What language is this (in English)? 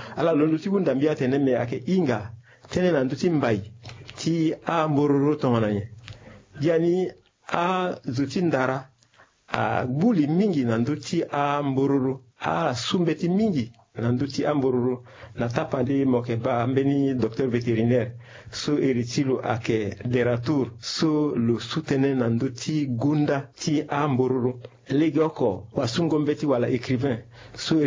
Sango